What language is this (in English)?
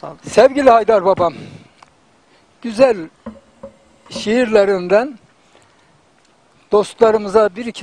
Turkish